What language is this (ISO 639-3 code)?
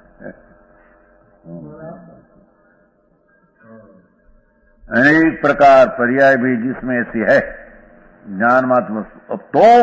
guj